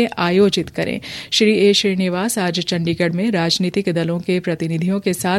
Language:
Hindi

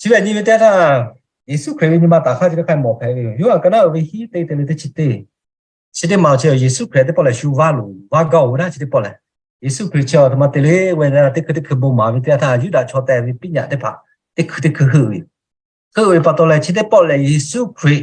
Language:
Lahu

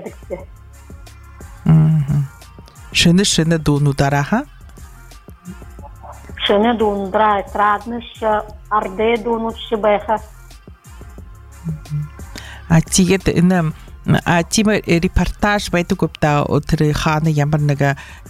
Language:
Buriat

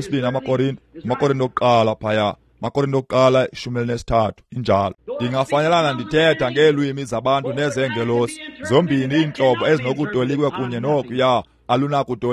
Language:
Xhosa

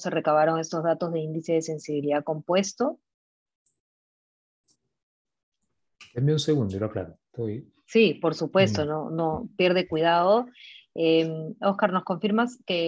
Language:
Spanish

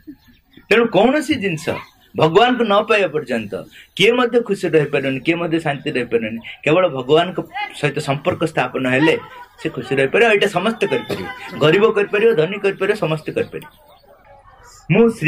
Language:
Odia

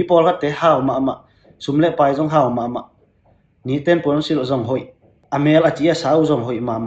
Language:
Tedim Chin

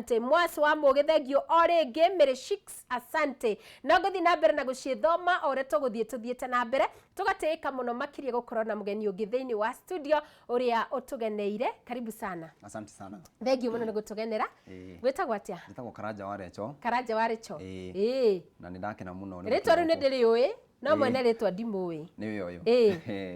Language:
Kikuyu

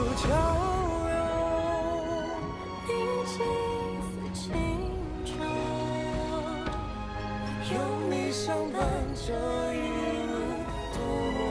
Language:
Chinese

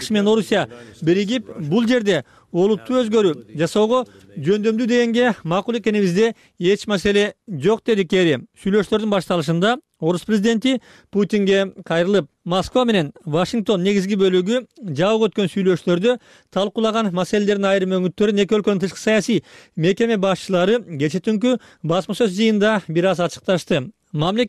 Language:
Kyrgyz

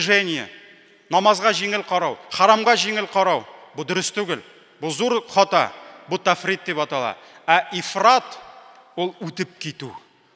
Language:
Tatar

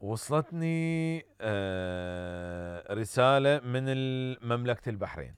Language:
Mesopotamian Arabic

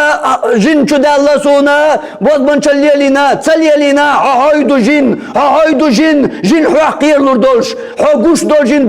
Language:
Chechen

